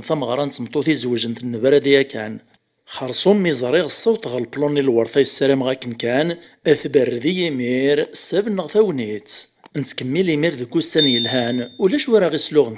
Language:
Kabyle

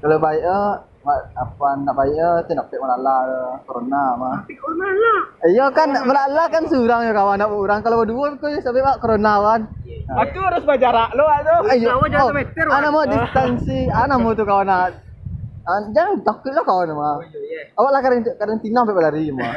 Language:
Minangkabau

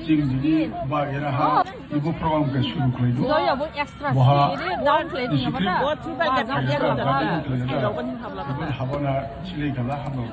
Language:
Dimasa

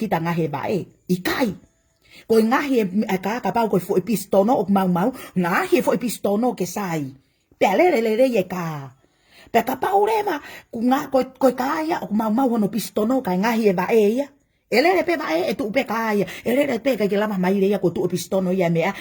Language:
Tongan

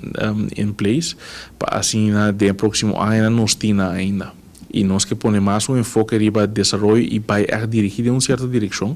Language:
Papiamento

